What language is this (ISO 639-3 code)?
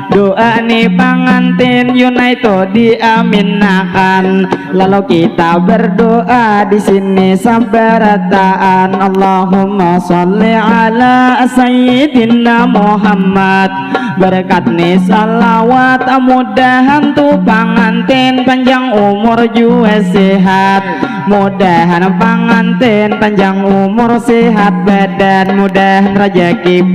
bjn